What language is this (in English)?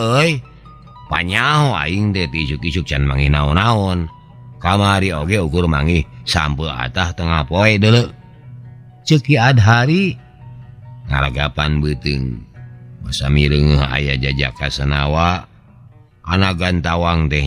Sundanese